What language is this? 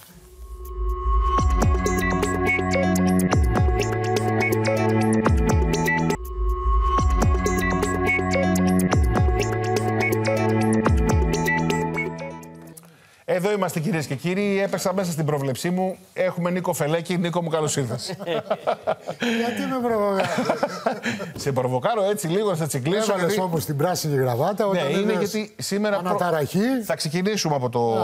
Greek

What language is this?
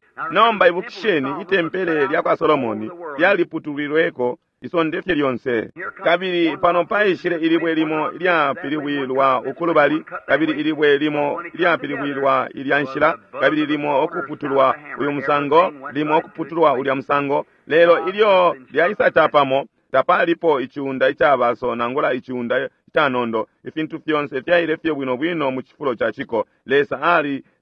Bemba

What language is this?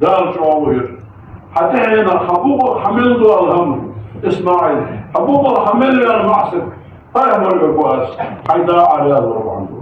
Ingush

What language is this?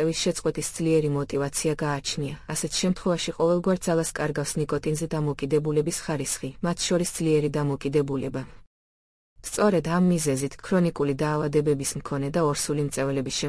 Georgian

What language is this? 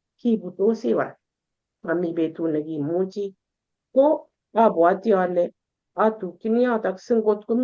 Kalenjin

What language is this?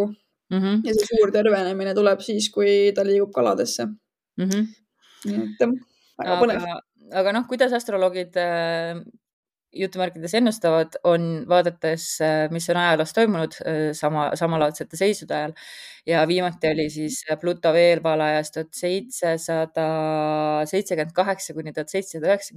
Estonian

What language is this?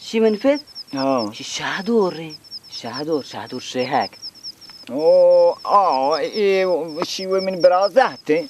Baluchi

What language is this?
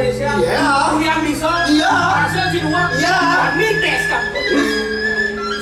Balinese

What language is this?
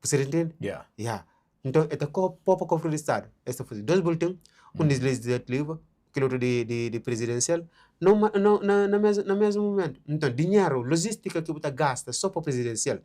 Kabuverdianu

